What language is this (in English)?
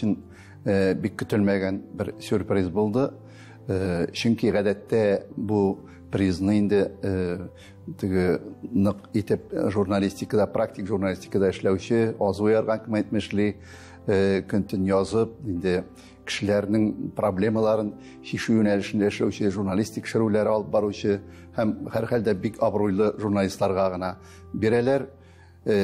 Tatar